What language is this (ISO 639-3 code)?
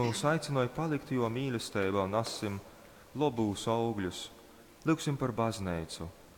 ltg